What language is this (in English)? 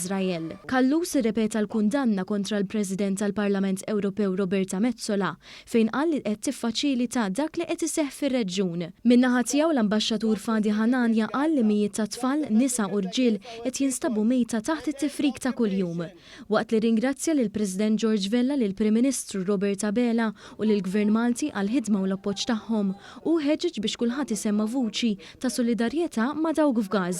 Maltese